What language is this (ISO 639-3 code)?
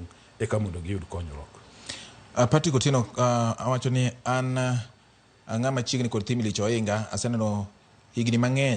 luo